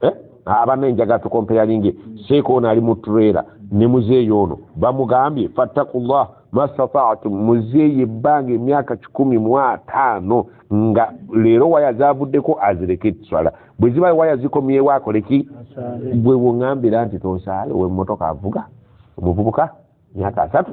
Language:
Ganda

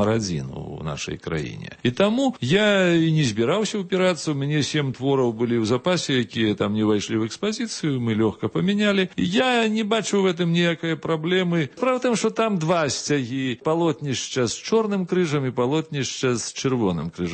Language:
Belarusian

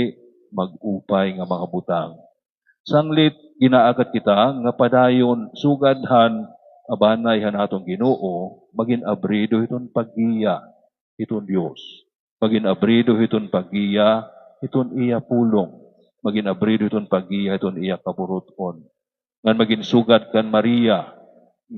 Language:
Waray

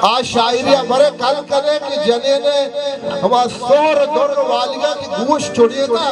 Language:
Baluchi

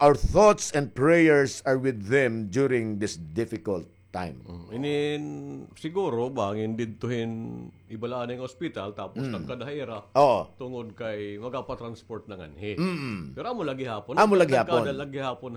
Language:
Waray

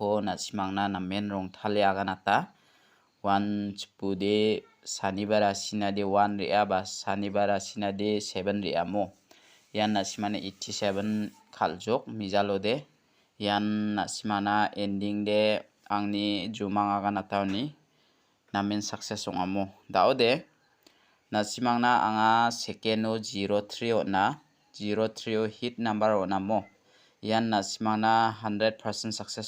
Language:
Garo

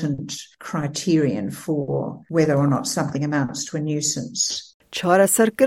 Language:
Kurdish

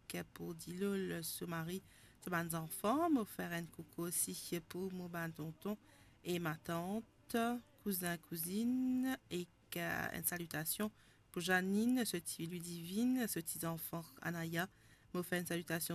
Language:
Morisyen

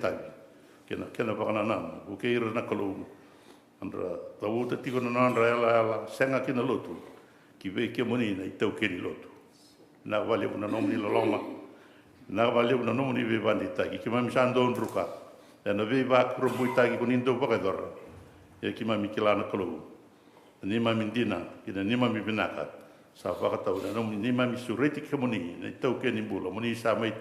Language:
Fijian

